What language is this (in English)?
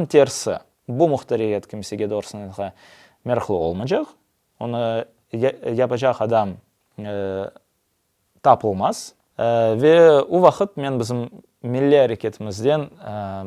Crimean Tatar